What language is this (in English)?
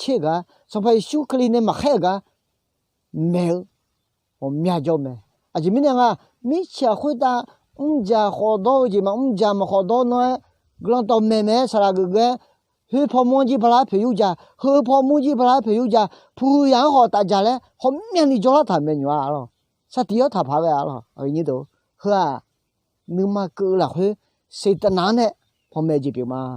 Akha